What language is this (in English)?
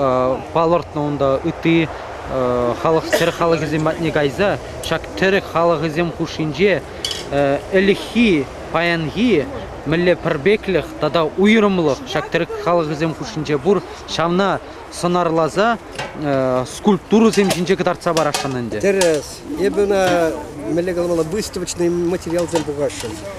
Chuvash